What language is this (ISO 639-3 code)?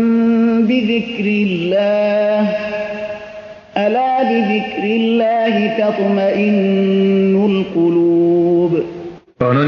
fas